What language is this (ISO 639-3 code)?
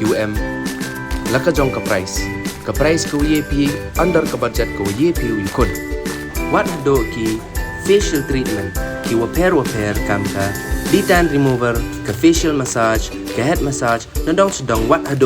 kha